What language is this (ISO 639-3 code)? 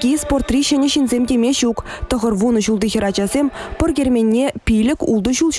chv